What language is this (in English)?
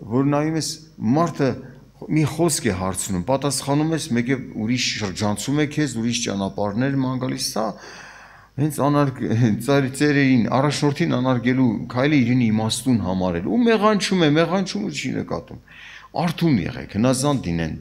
Armenian